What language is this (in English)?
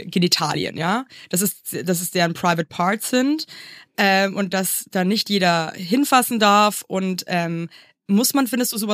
German